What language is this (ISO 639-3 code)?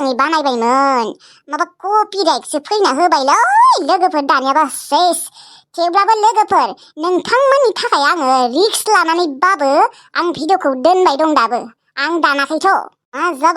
brx